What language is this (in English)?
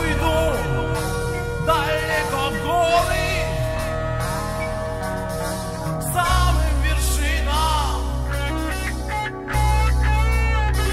Russian